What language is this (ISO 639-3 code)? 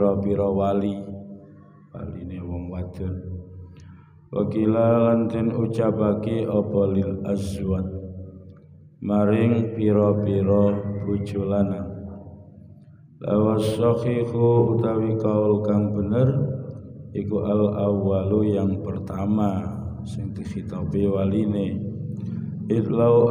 jav